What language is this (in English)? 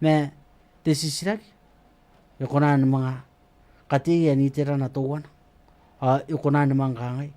Gilbertese